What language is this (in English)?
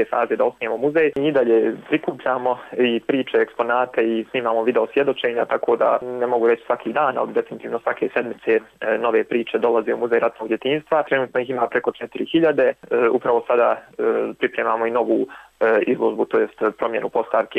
Bosnian